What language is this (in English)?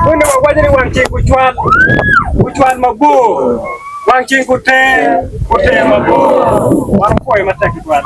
Acoli